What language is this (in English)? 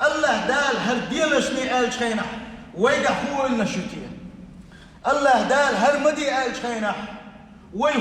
Chechen